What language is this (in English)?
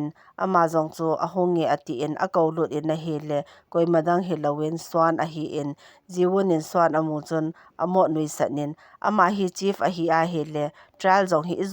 Thado Chin